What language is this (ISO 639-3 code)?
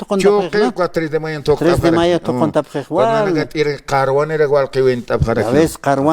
aym